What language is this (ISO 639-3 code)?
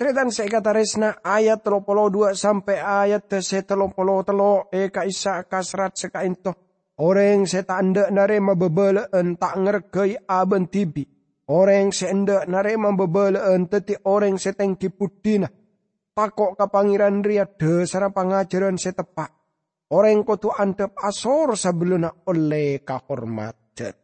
mad